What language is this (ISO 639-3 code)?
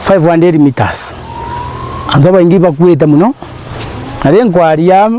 mer